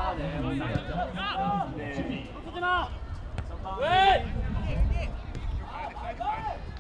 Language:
Korean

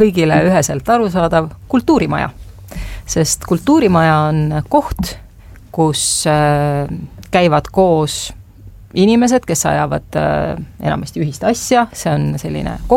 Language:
Estonian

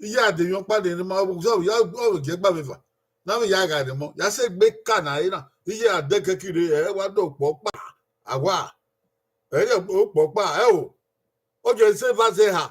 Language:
Bini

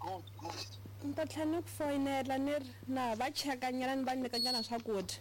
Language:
Tsonga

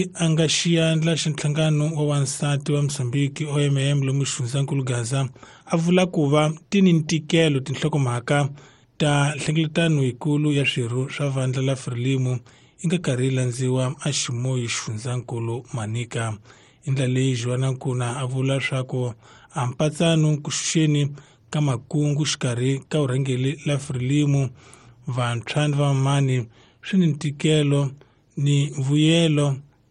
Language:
Tsonga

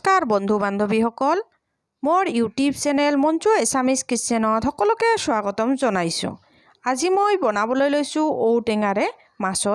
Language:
Assamese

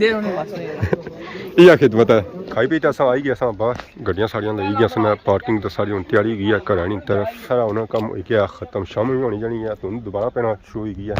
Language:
Pahari-Potwari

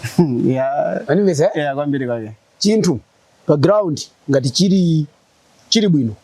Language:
Nyanja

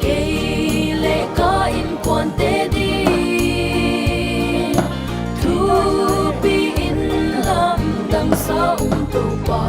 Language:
Tedim Chin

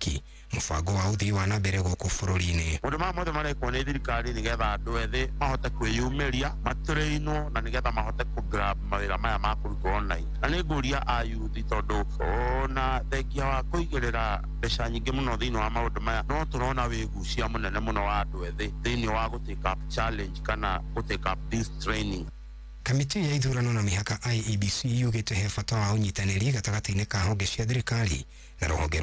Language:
Kikuyu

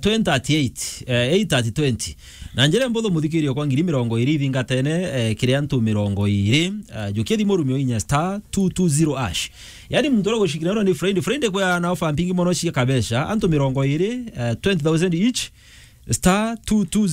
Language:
Meru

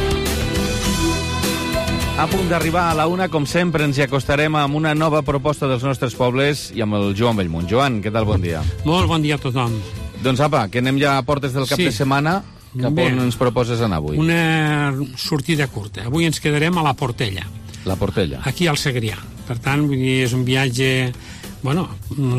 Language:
Catalan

